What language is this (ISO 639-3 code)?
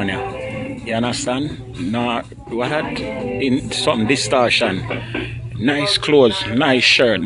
jam